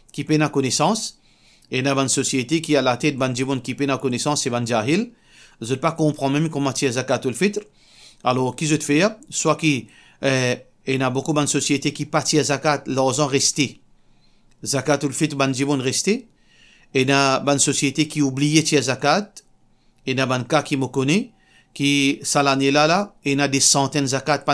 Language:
Morisyen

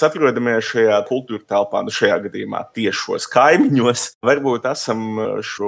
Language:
Latvian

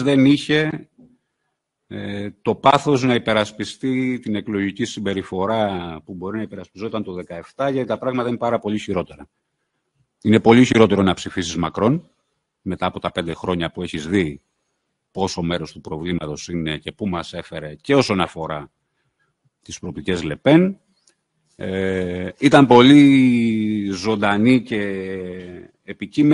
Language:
Greek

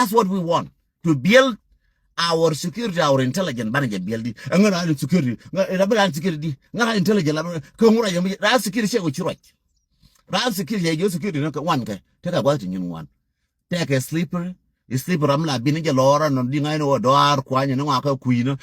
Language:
Nuer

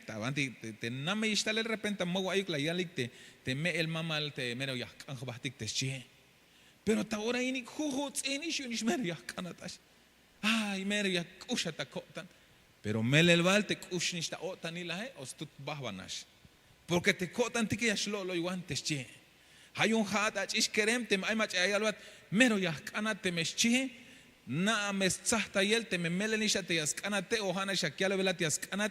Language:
Tzeltal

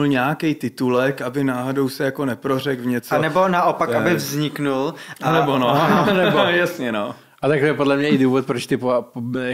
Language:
Czech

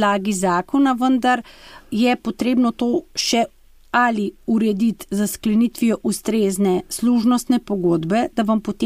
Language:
Slovenian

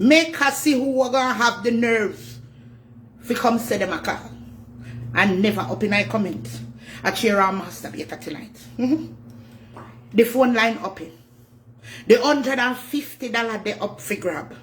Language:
Jamaican Creole English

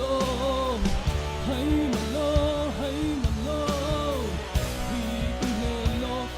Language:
Falam Chin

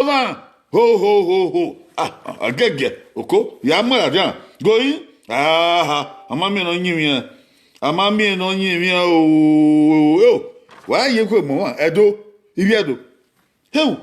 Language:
Bini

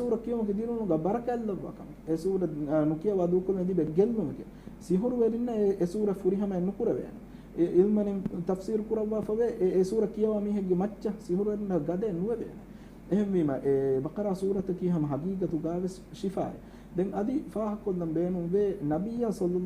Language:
Divehi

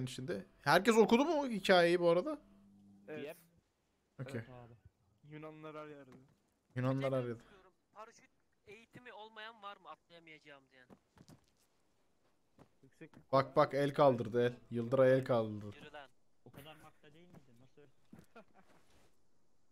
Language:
Turkish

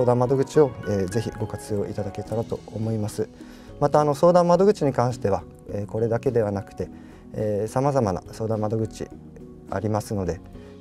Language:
Japanese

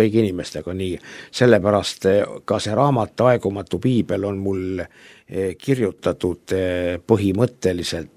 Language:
Estonian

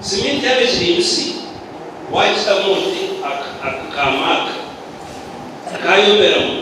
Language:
Nyankole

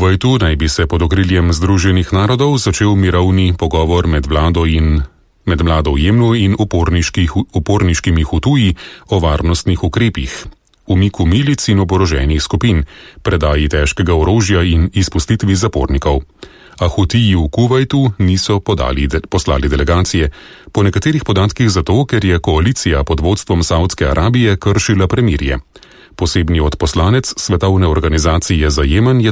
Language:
Slovenian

